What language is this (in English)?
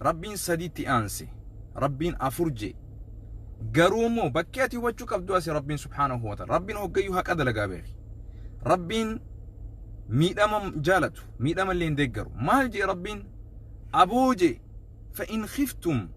Oromo